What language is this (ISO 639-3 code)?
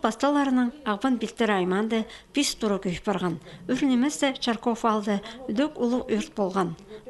kjh